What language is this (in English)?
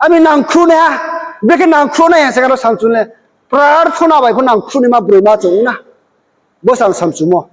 Riang (India)